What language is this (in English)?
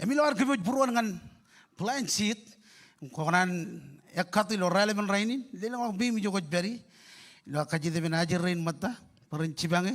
Marshallese